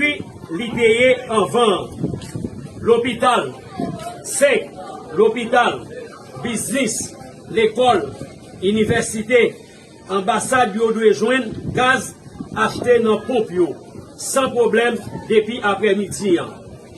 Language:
Haitian Creole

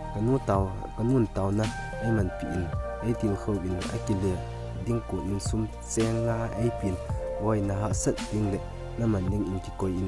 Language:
Thado Chin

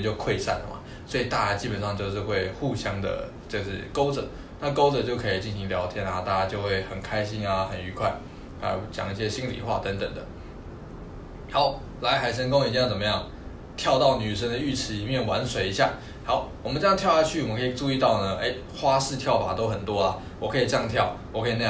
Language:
Chinese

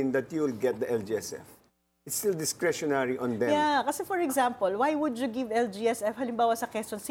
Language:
Filipino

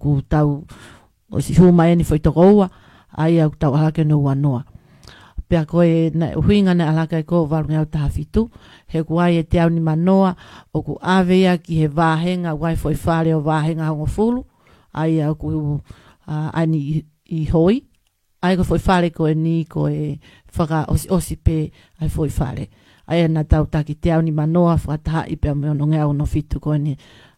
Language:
Tongan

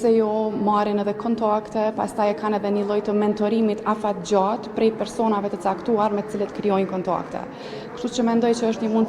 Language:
Albanian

